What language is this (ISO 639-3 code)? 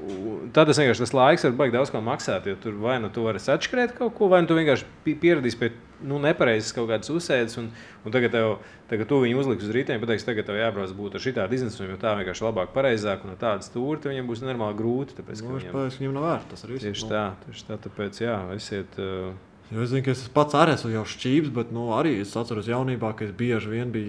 lav